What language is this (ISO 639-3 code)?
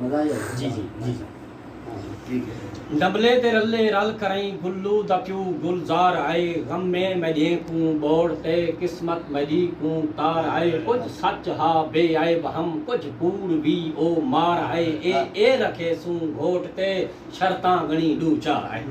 skr